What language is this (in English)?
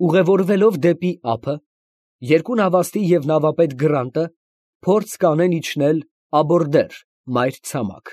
Armenian